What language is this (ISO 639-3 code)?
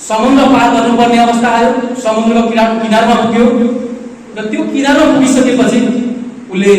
nep